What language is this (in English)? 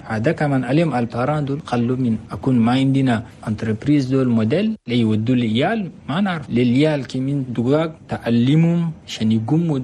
Chadian Arabic